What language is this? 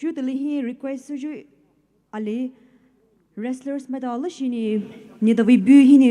Poumei Naga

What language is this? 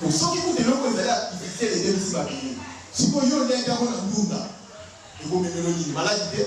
Lingala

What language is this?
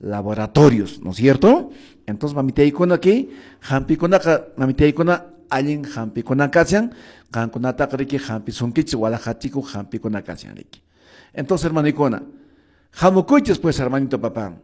Quechua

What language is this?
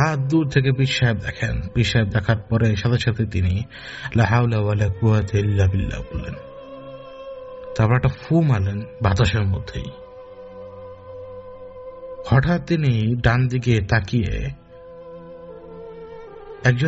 Bangla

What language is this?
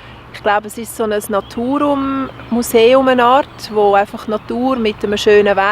Swiss German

